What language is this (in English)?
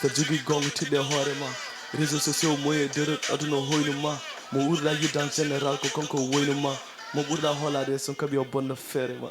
Fula